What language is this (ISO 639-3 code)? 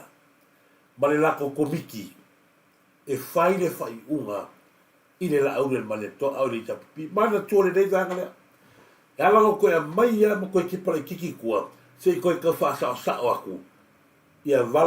smo